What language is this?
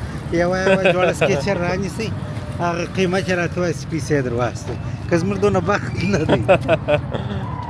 Pashto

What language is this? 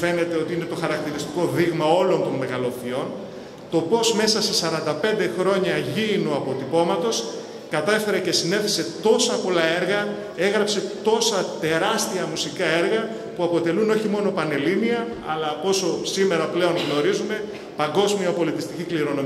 Greek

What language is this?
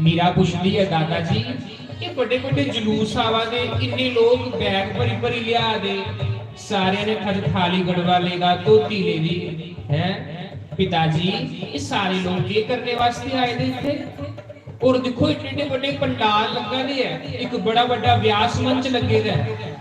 Dogri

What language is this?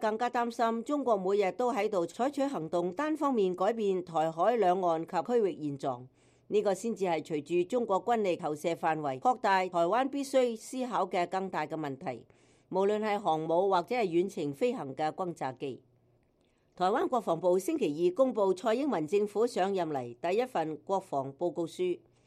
Cantonese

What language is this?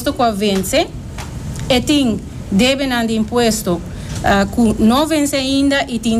Papiamento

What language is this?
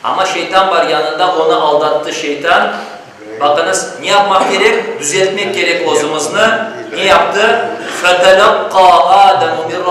Crimean Tatar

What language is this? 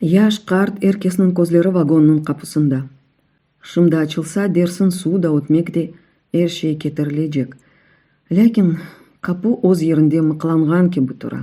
Crimean Tatar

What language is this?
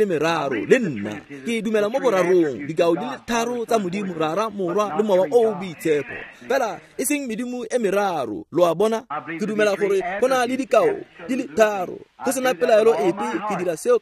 Tswana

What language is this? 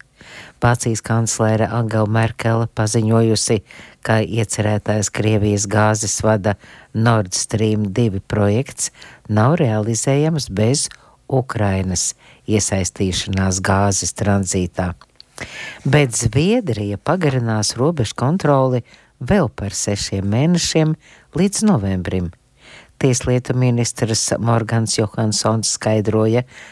Latvian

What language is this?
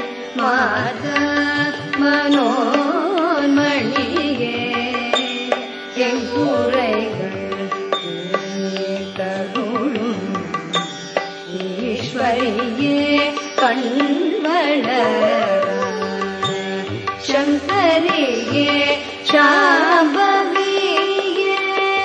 Tamil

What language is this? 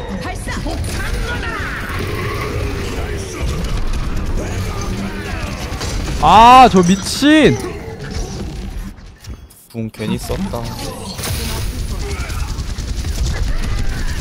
Korean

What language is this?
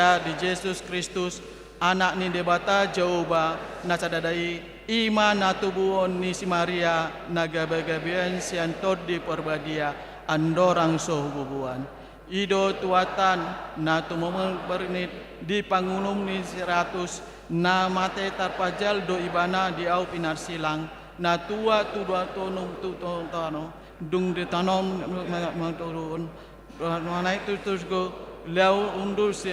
Batak Toba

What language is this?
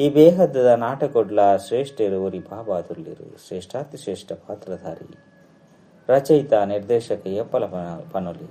Tulu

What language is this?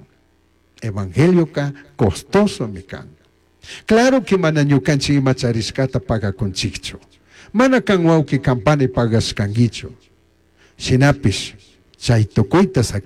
Chimborazo Highland Quichua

